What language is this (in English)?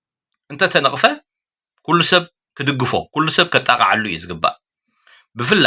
Tigrinya